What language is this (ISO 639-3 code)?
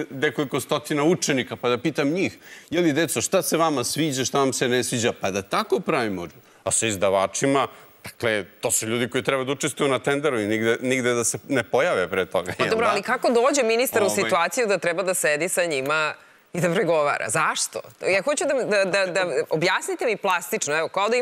srp